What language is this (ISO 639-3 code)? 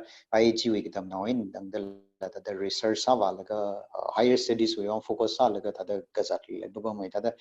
nmf